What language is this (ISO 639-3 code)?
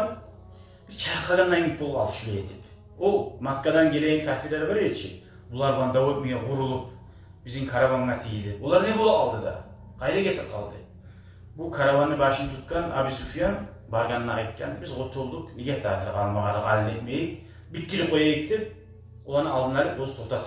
kum